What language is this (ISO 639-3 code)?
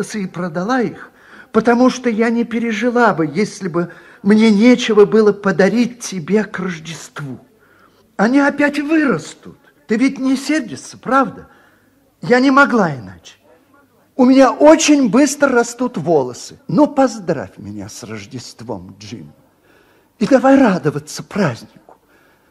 rus